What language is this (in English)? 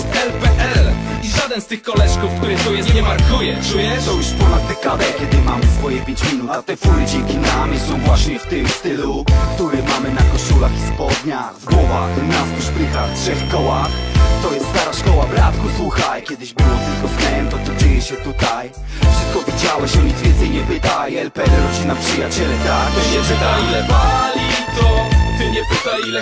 Polish